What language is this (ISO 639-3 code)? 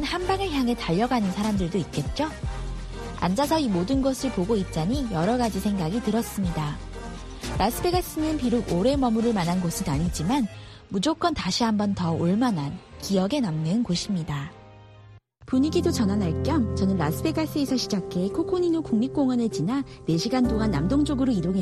kor